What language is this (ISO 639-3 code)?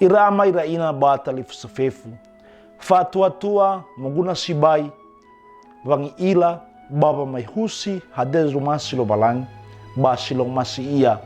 nia